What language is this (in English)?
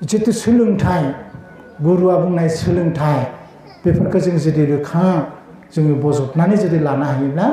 Bodo